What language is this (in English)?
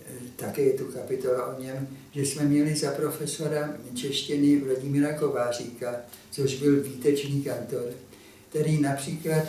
Czech